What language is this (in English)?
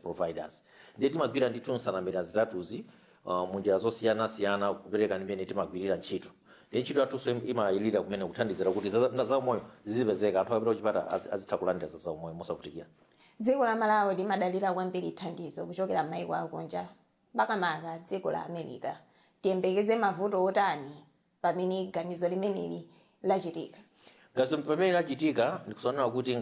Nyanja